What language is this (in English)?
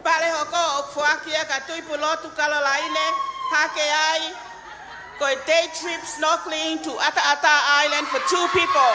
Tongan